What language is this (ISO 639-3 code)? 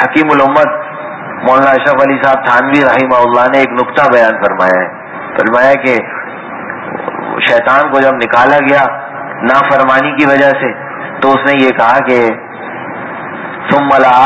urd